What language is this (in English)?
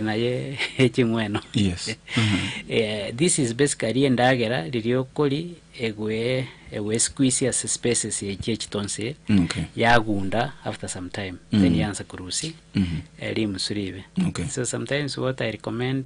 Gusii